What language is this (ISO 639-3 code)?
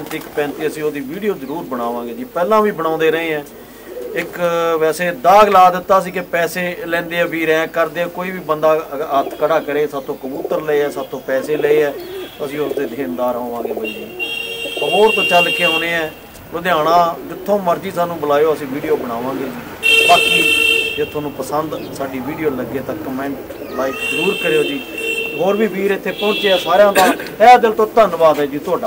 pan